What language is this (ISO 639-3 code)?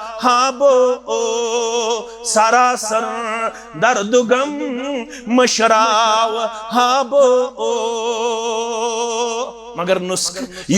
kas